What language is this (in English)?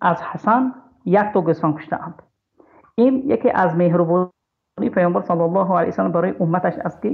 Tajik